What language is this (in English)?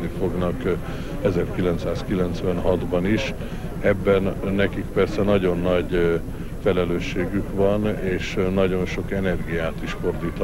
Hungarian